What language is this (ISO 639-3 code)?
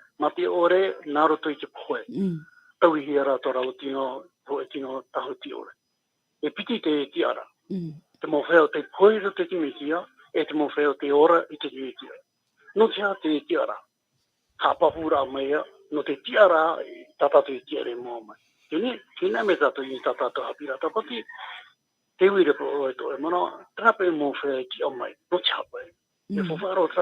tah